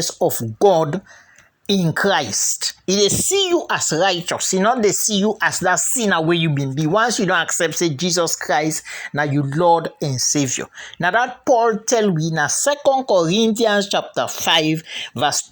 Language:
Krio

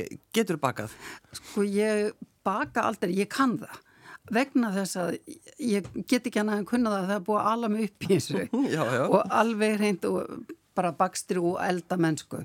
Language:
Icelandic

